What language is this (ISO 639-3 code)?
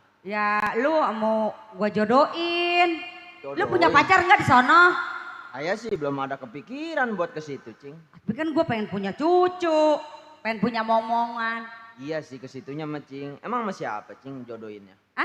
bew